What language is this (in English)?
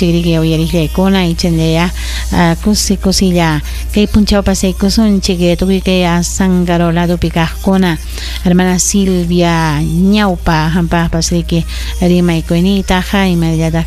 Ayacucho Quechua